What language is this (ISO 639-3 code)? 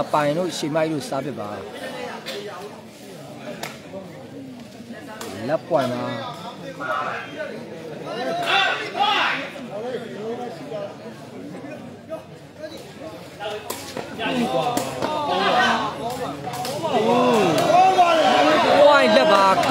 mya